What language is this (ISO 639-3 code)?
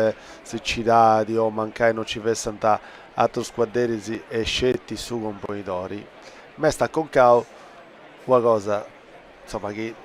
srd